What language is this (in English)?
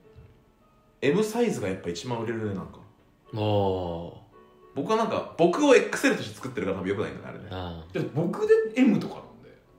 Japanese